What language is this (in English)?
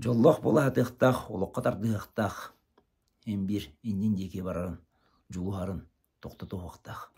Yakut